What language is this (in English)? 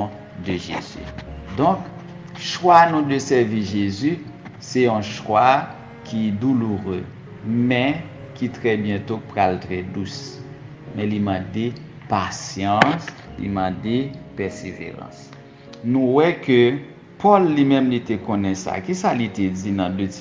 Haitian Creole